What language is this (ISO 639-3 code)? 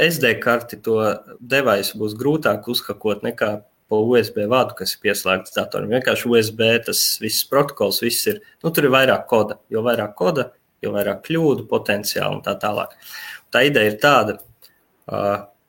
lav